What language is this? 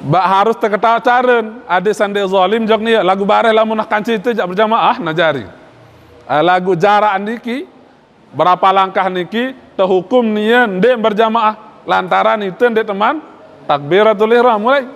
Sasak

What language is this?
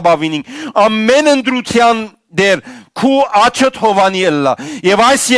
Western Armenian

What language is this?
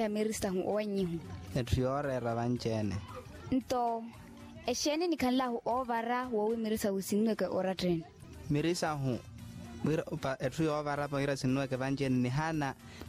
Makhuwa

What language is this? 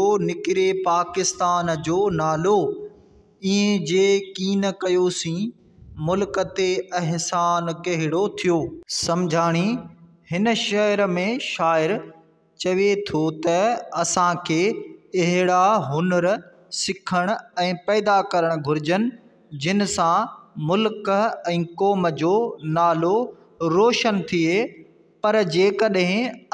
Sindhi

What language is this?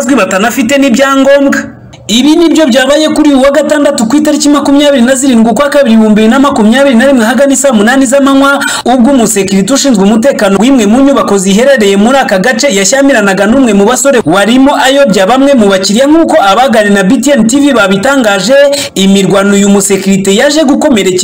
Kinyarwanda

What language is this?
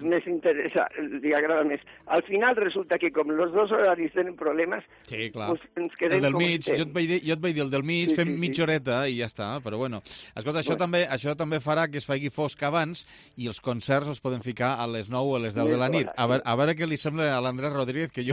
Catalan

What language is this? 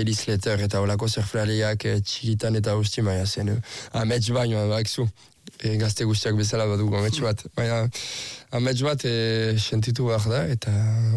Basque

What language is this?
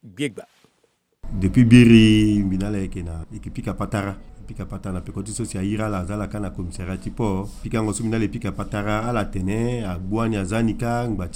Sango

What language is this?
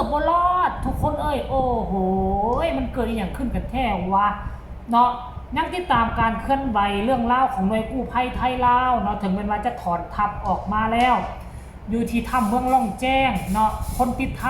Northeastern Thai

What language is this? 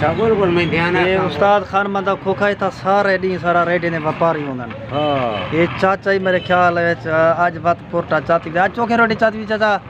Saraiki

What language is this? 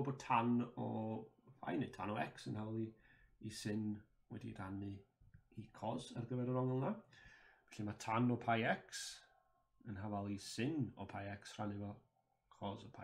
Welsh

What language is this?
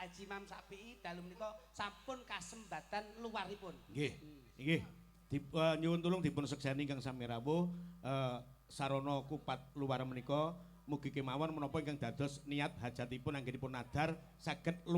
Javanese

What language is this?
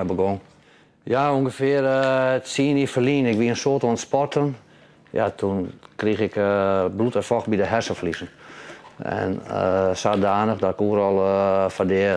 Western Frisian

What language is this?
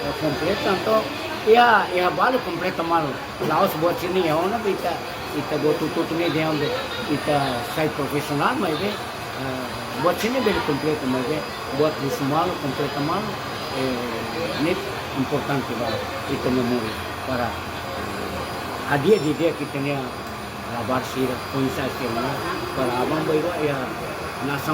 Tetum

